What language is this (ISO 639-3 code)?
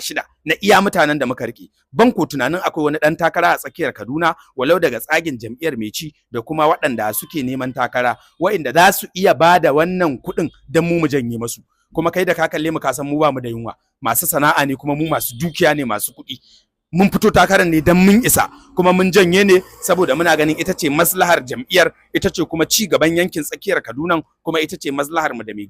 hau